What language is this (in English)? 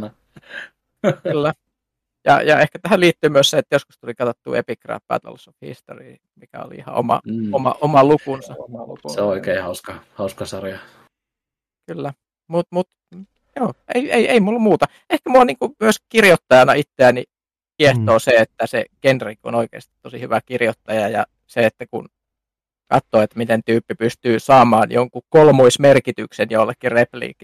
Finnish